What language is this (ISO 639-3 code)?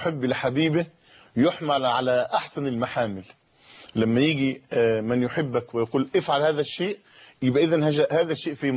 ara